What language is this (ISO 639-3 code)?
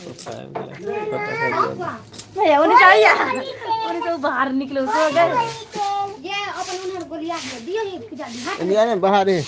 mai